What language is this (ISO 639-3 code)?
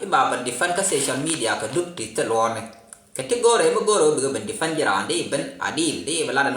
nus